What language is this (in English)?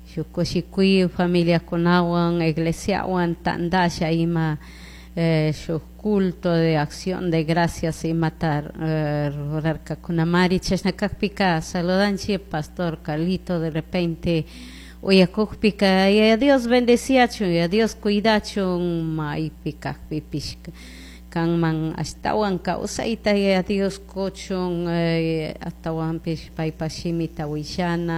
Chimborazo Highland Quichua